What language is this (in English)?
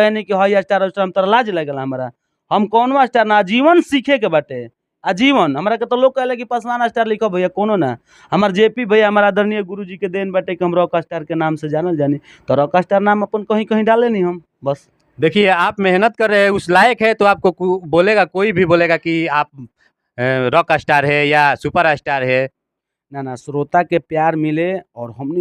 Bhojpuri